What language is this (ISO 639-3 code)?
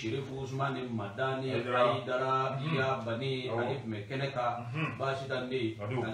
bam